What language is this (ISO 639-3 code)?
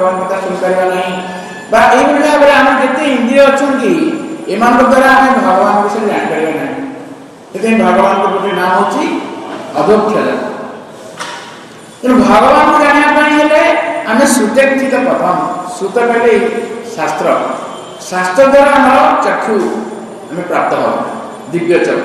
ori